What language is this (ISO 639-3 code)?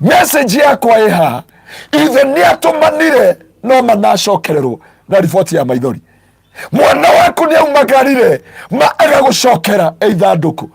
kik